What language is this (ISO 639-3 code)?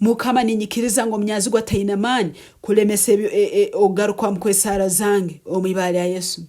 nyn